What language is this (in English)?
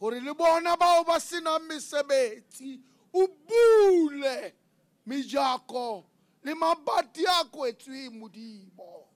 Southern Sotho